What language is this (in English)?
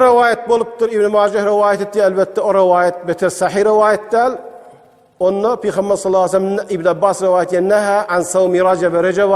Turkmen